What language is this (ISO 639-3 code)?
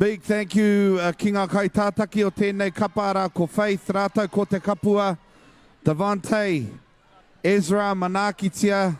mri